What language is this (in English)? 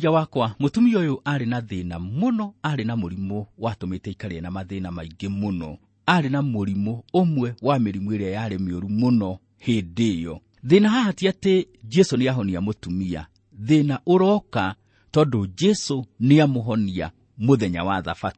Kikuyu